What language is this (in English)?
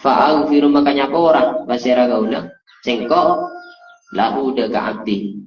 Madurese